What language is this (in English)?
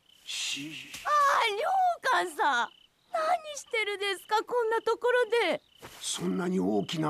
Japanese